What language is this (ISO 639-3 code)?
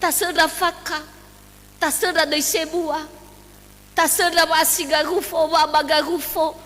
nia